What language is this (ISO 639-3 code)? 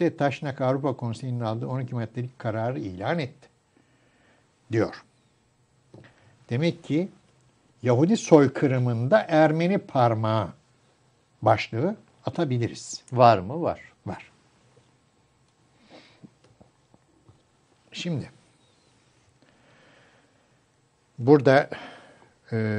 tur